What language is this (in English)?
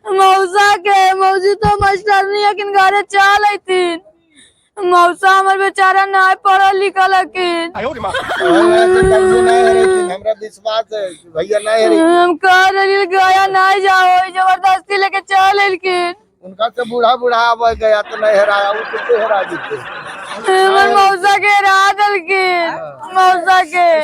Magahi